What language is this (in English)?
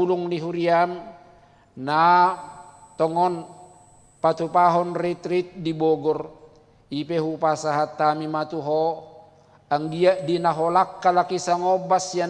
Batak Toba